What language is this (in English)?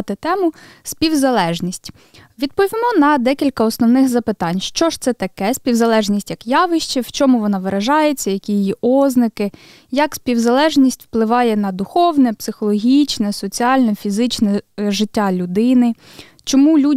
Ukrainian